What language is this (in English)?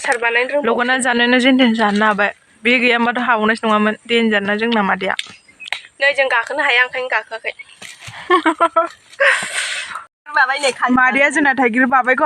Bodo